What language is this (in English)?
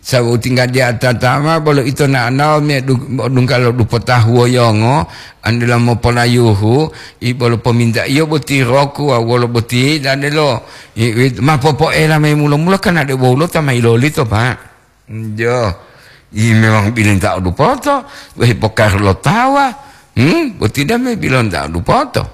Gorontalo